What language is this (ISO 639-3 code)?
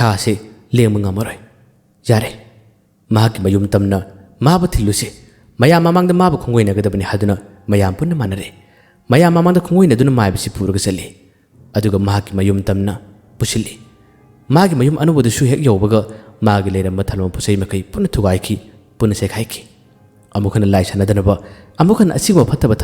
mni